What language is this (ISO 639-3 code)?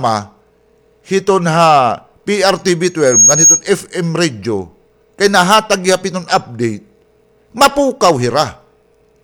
war